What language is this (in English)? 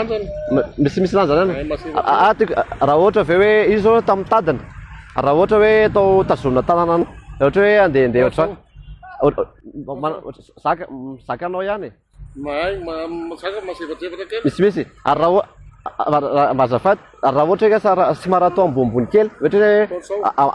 Malagasy